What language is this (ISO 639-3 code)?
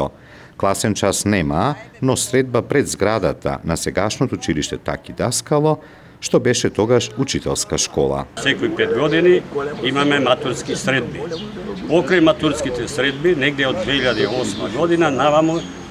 mkd